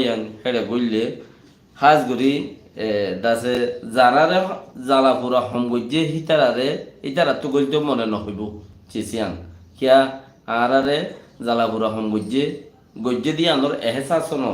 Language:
Rohingya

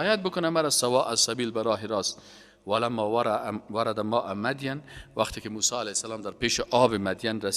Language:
Persian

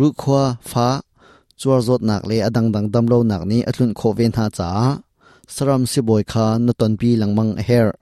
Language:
Hakha Chin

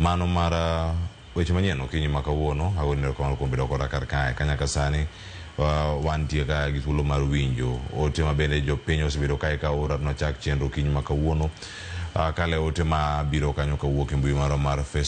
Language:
Luo (Kenya and Tanzania)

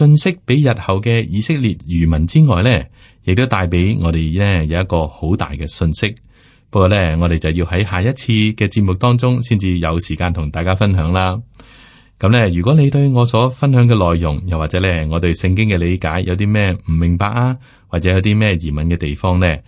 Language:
Cantonese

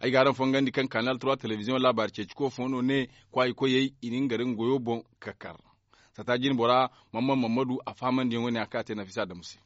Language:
Zarma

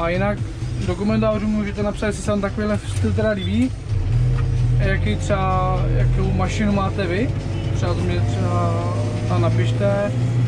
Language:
Czech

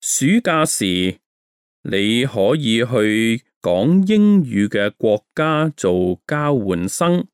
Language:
Cantonese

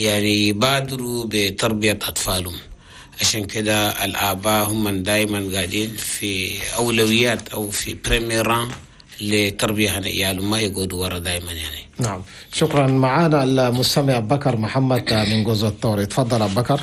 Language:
Chadian Arabic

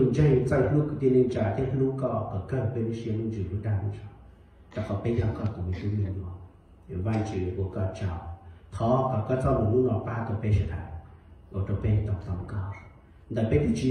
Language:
Hmong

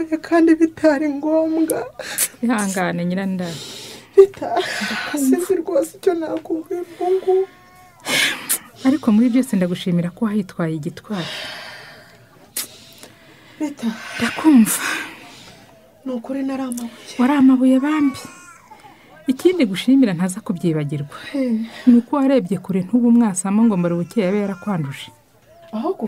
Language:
Kinyarwanda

